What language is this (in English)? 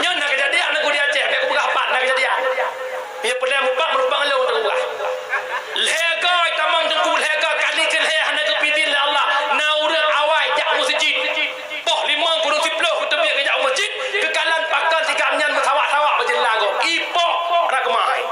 Achinese